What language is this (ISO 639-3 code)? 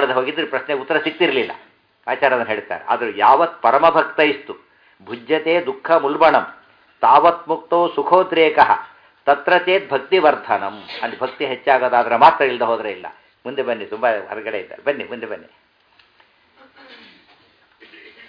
kan